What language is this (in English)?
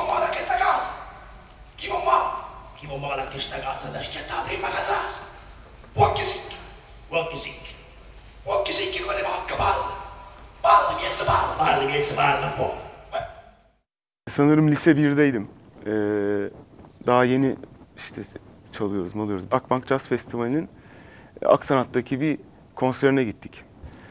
Turkish